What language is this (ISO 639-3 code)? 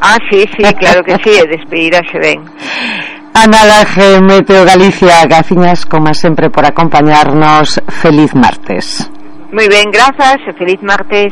glg